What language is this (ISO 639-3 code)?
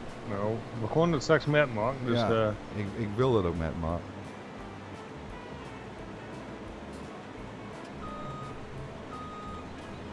nld